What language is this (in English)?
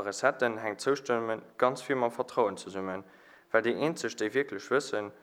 Luxembourgish